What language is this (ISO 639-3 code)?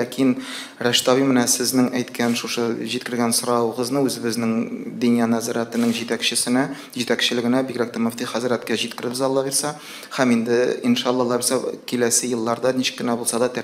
tat